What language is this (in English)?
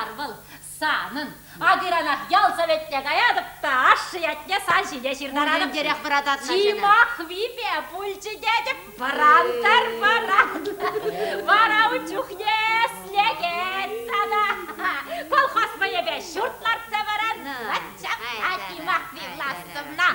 Chuvash